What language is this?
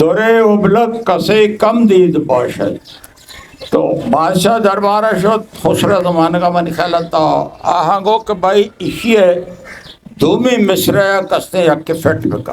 Eastern Balochi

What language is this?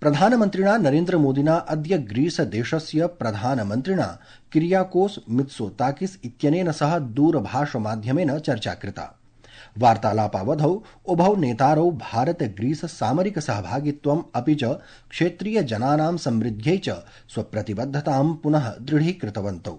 Sanskrit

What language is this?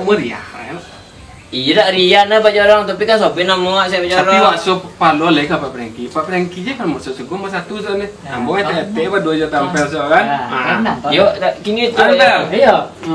Minangkabau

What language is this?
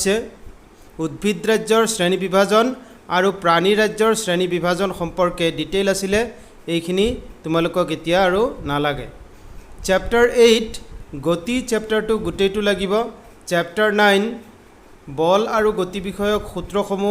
Assamese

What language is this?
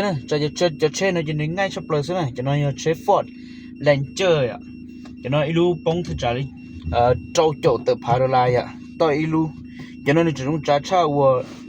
Hmong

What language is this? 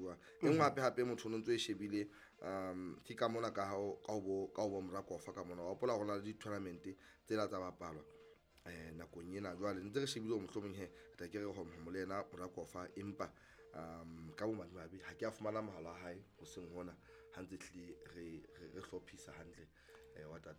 Southern Sotho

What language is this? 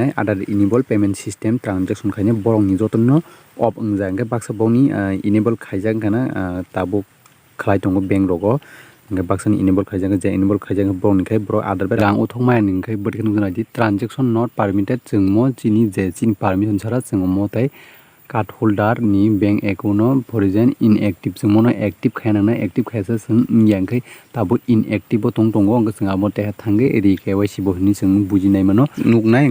Kok Borok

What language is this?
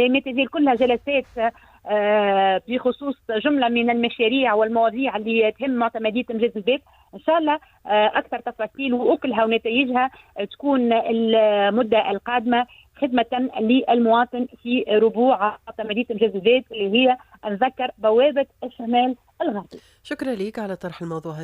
Tunisian Arabic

